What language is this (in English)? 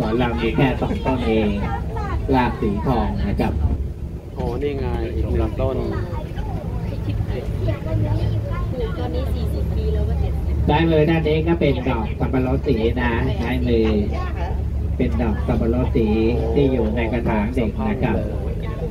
Thai